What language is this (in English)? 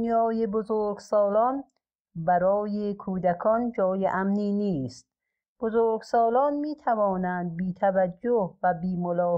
Persian